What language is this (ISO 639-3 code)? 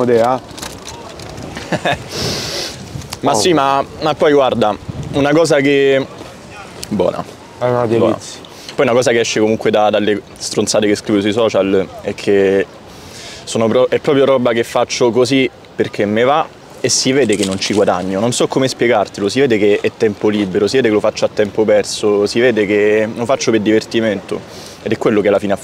ita